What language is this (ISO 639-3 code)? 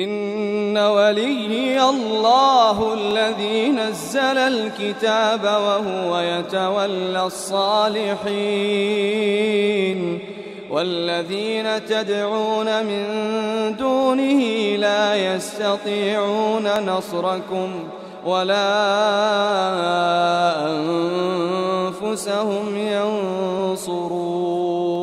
ara